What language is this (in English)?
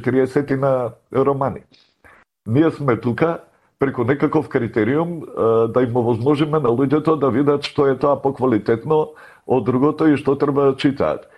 Macedonian